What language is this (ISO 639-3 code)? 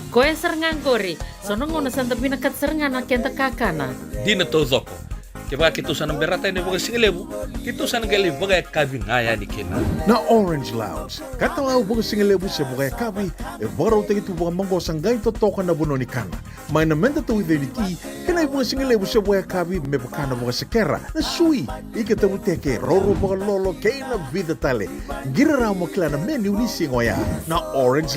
fij